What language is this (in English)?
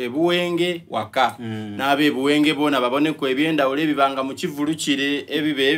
Soga